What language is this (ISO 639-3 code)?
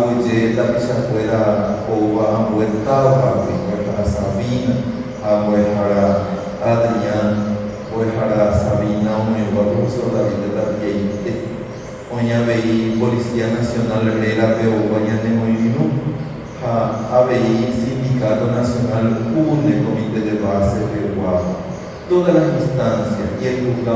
grn